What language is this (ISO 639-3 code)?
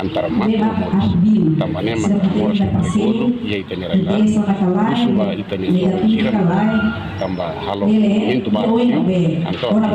tet